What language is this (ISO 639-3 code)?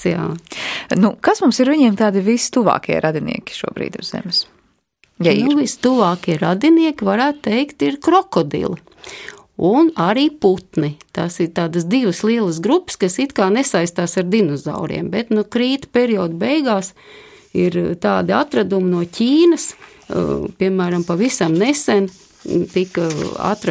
lav